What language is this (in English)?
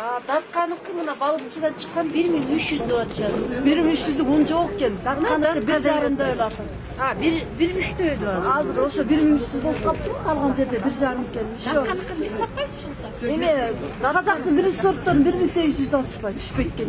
Kyrgyz